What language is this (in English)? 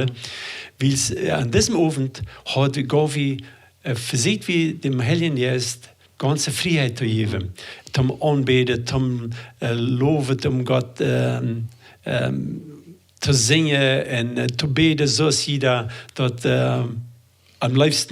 Plautdietsch